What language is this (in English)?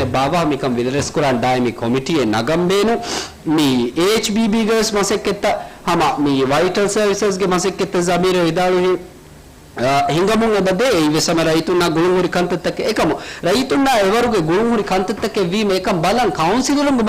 Divehi